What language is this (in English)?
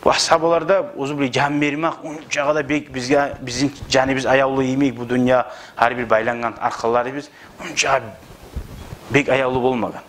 Kumyk